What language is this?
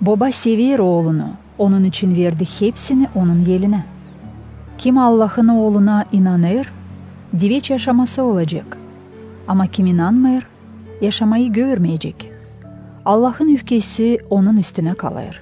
Gagauz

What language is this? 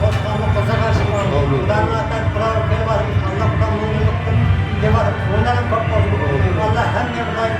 Kara-Kalpak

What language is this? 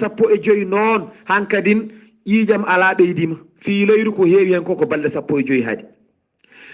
Fula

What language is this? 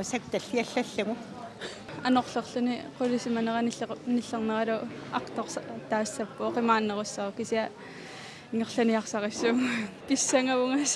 Kalaallisut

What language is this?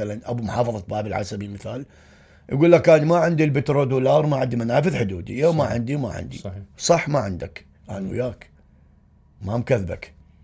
Mesopotamian Arabic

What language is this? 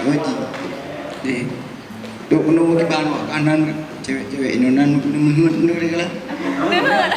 Achinese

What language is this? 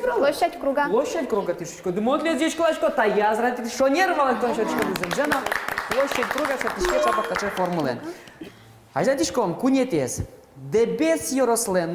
Udmurt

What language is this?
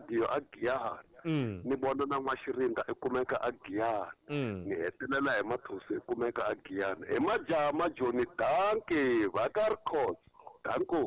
Tsonga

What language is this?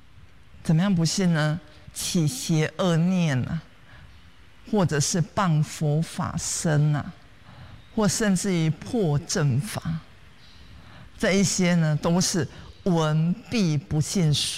Chinese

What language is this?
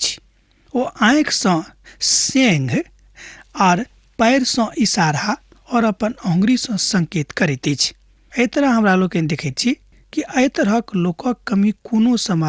Maithili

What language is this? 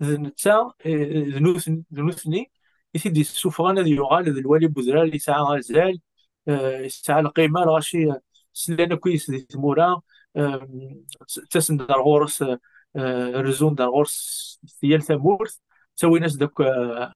Kabyle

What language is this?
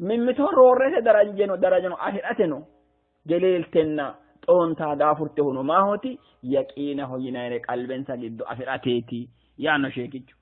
Sidamo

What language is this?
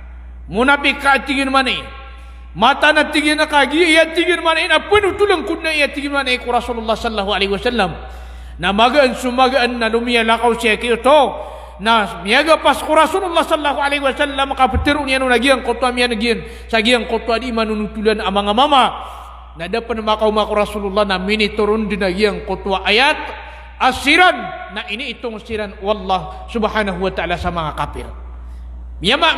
Maranao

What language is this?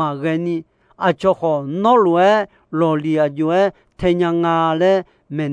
Akha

